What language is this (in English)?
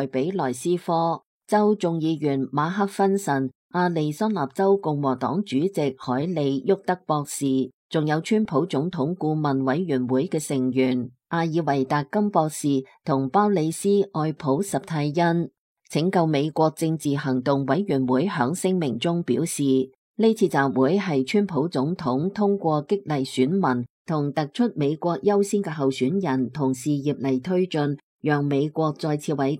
Cantonese